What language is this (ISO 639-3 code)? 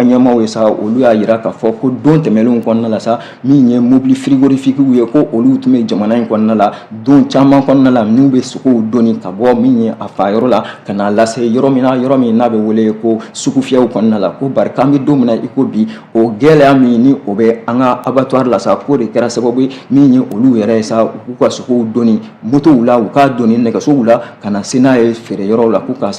bam